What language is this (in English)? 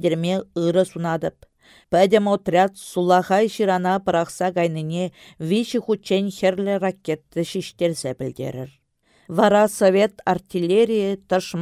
Chuvash